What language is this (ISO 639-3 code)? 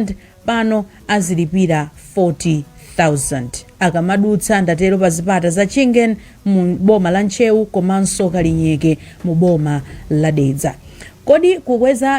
nya